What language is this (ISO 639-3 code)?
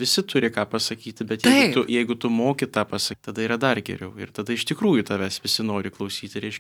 lit